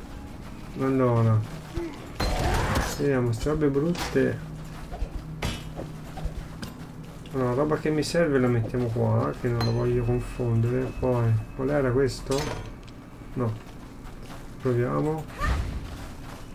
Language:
Italian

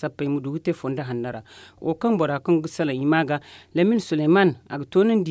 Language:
Zarma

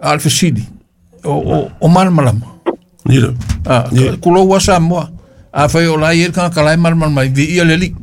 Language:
Samoan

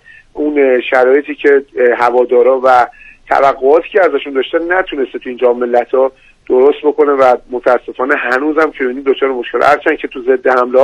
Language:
Persian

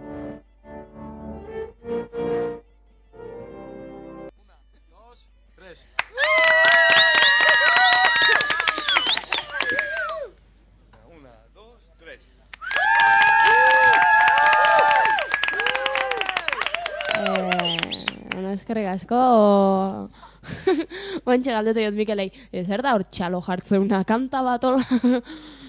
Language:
Basque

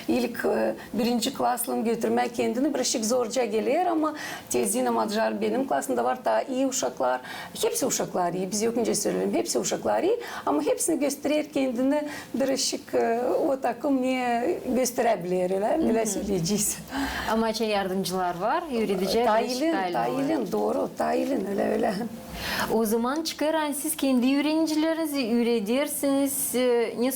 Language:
Gagauz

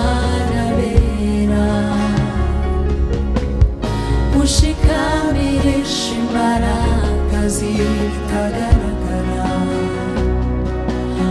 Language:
Kinyarwanda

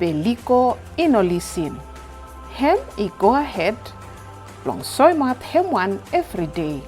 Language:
Bislama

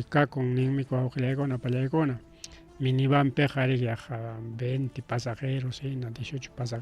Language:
Ayacucho Quechua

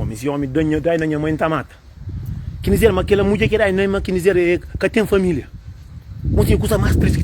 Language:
Kabuverdianu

